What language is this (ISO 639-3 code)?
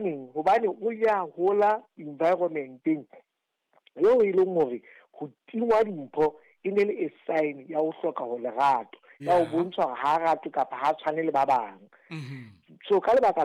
sot